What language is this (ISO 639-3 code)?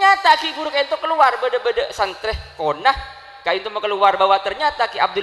mad